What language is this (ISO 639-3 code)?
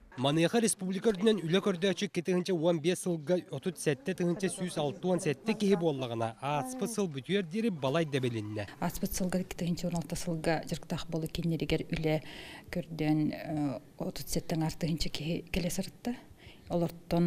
sah